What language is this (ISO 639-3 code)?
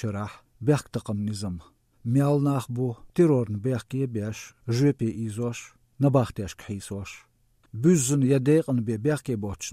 che